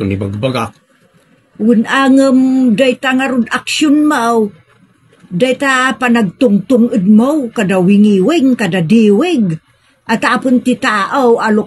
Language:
Iloko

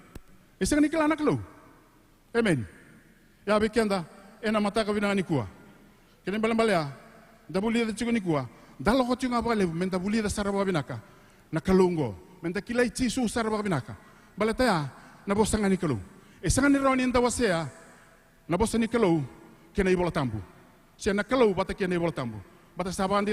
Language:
Fijian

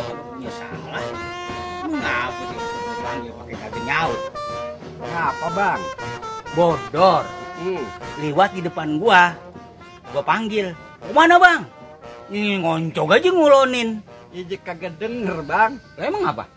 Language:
Betawi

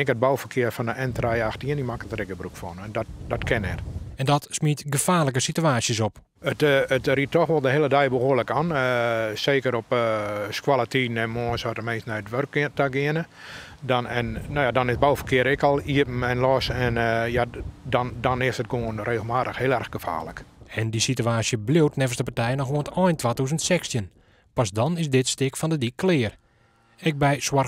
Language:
Western Frisian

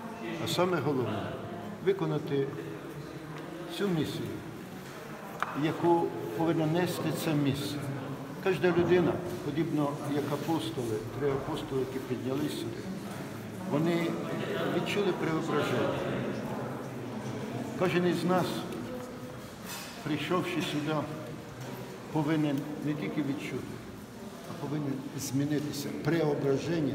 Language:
Ukrainian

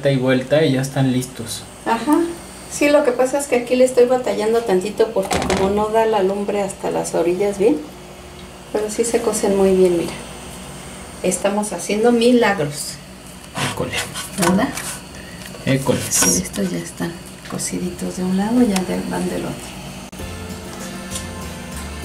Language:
Spanish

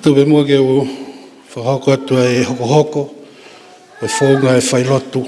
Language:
Tongan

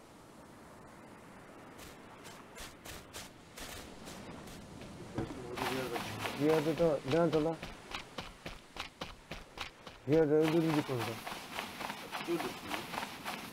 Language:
Turkish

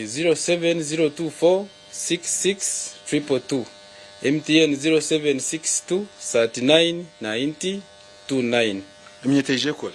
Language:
Nyankole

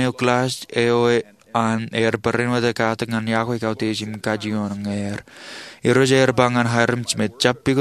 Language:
Marshallese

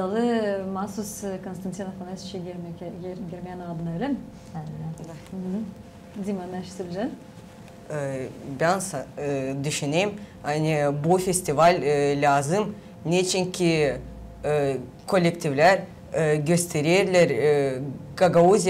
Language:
Gagauz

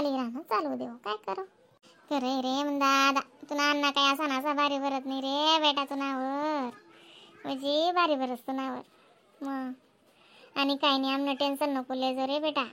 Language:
Khandesi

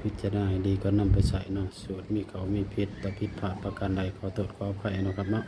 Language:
Northeastern Thai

